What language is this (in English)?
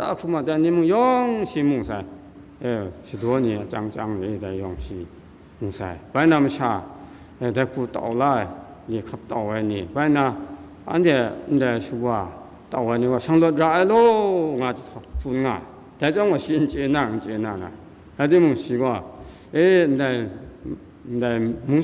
Kachin